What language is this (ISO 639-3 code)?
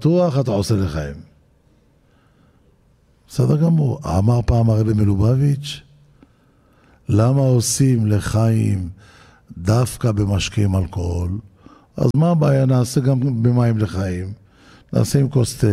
heb